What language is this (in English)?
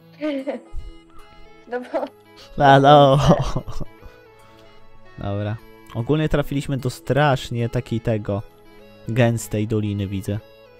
Polish